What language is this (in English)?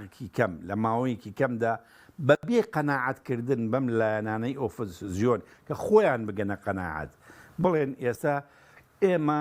Central Kurdish